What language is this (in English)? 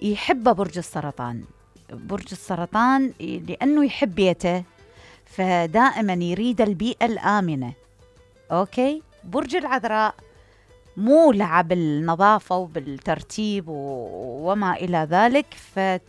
Mesopotamian Arabic